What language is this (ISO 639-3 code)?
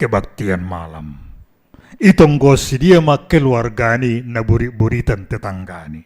bts